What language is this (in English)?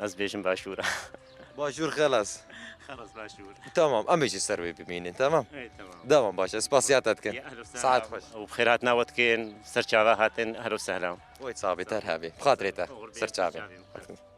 Kurdish